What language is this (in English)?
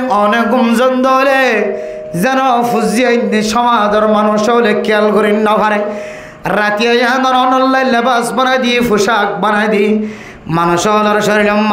Rohingya